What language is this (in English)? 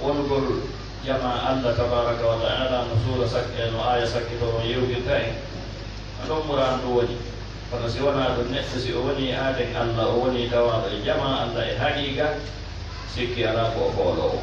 Fula